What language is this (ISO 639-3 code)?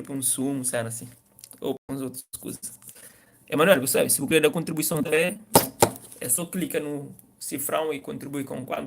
kea